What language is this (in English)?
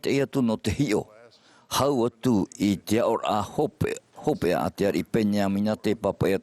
Tahitian